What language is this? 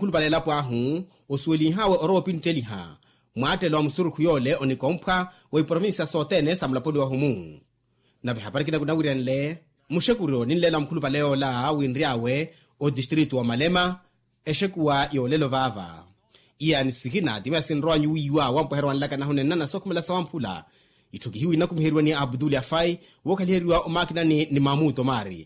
Makhuwa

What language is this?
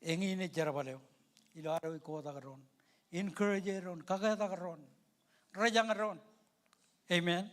Marshallese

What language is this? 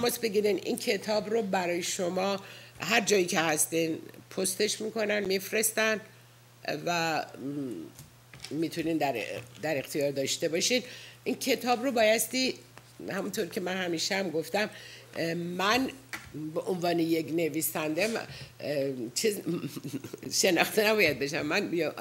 Persian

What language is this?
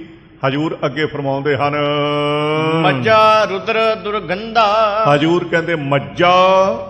Punjabi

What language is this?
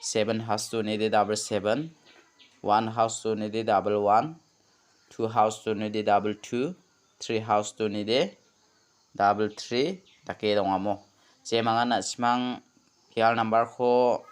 Garo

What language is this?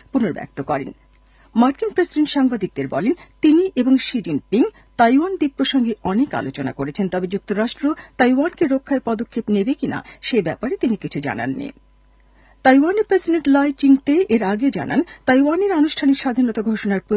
Bangla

